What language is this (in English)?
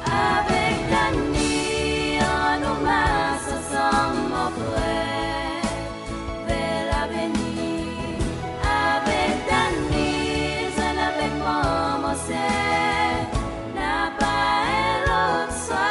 Seselwa Creole French